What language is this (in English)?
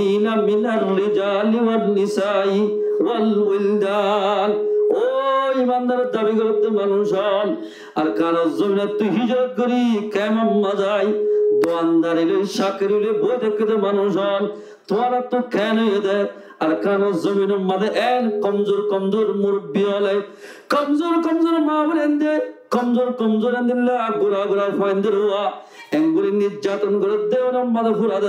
Rohingya